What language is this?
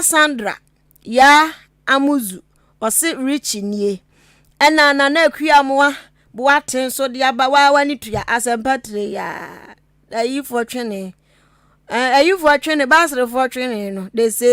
Akan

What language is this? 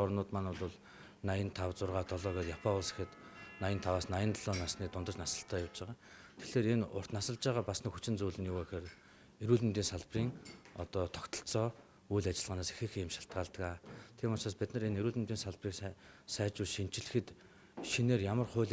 Mongolian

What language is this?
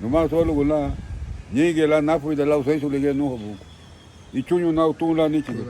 Garifuna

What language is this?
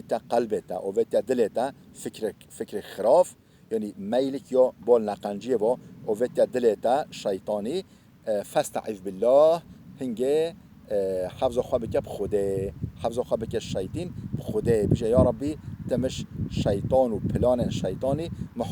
Kurdish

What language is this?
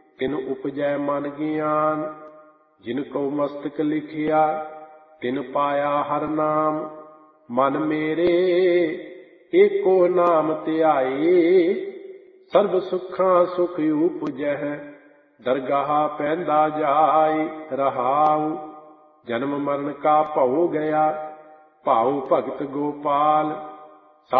Punjabi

